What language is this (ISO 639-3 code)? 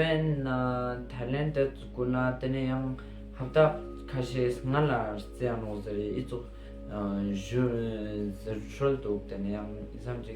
lbj